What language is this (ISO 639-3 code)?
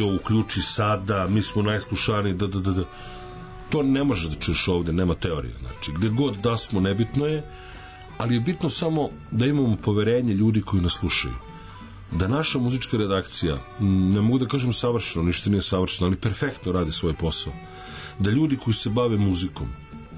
srp